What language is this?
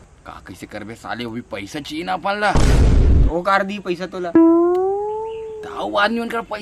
Chhattisgarhi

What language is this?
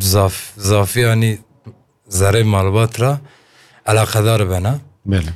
Kurdish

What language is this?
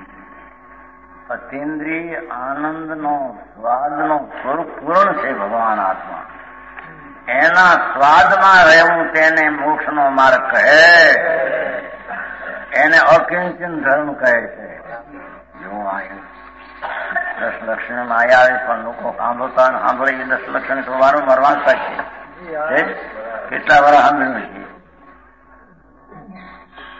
Gujarati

